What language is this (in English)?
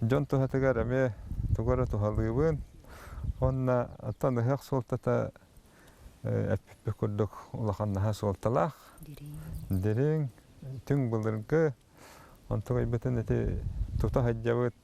Yakut